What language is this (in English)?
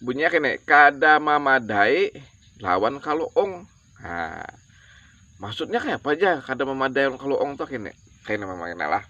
Banjar